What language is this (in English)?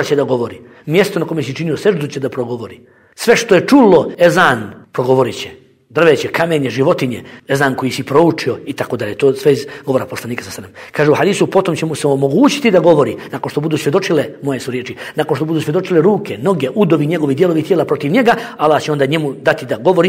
Bosnian